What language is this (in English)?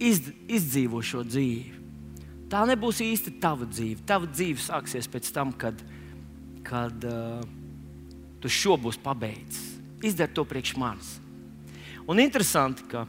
Latvian